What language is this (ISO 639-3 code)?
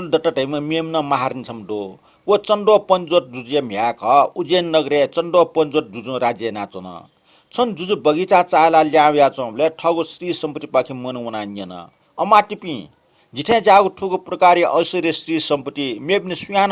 new